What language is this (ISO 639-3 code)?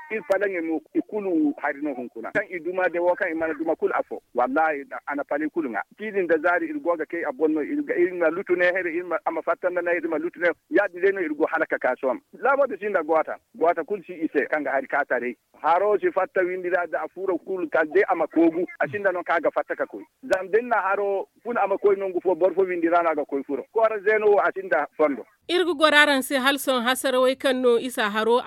dje